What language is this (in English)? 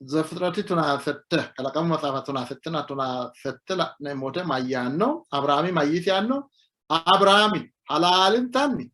Sidamo